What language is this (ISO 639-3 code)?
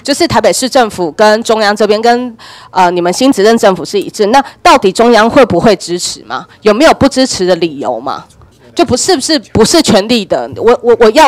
zho